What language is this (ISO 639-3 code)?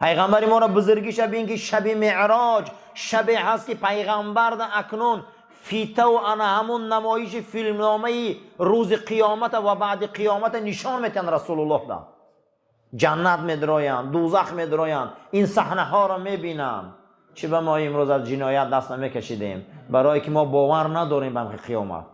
tgk